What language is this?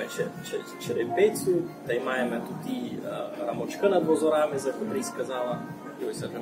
Rusyn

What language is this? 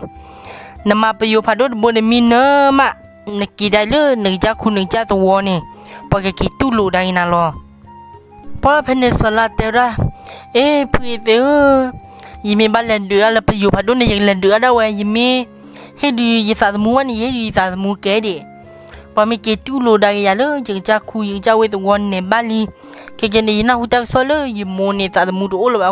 S'gaw Karen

